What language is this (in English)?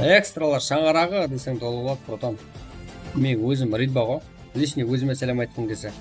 Kara-Kalpak